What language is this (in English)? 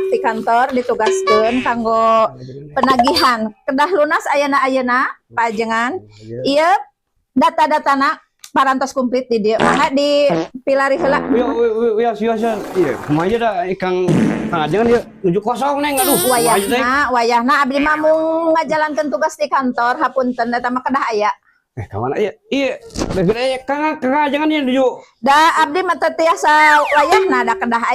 Sundanese